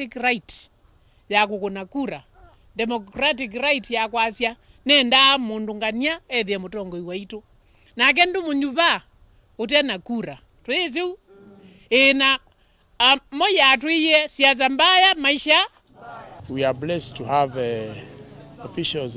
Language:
Kamba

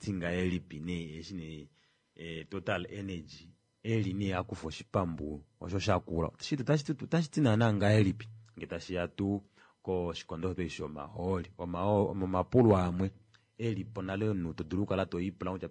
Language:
Kuanyama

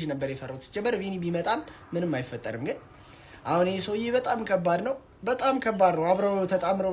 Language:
Amharic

